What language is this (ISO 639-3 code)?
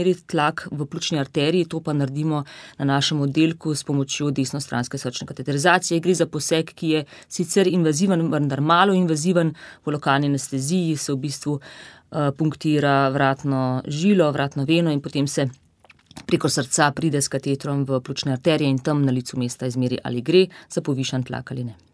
slv